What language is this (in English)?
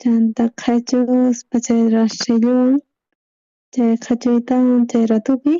South Bolivian Quechua